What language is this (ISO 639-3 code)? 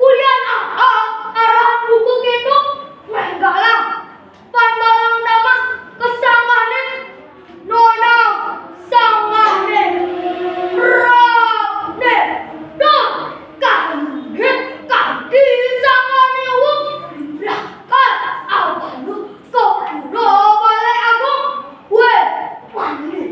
ban